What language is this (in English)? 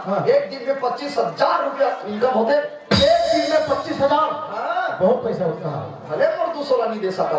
Chhattisgarhi